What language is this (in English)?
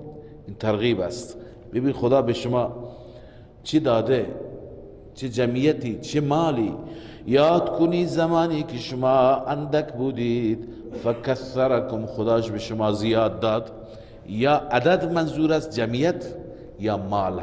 Persian